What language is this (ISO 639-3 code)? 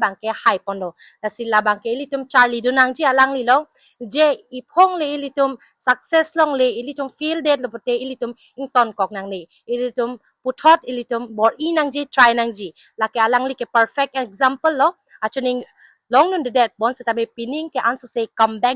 mjw